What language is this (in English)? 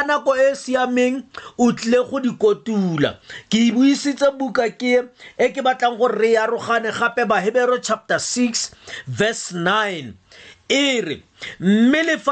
Tswana